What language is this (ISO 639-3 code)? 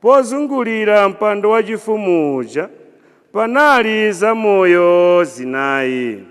nya